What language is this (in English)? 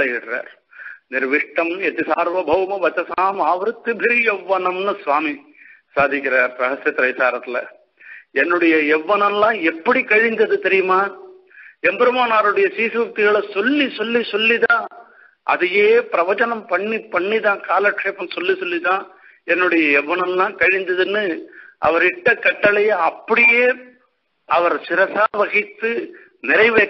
Tamil